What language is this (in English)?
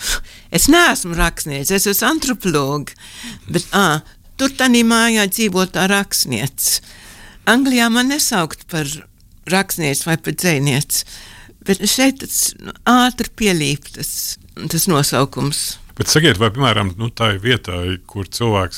Latvian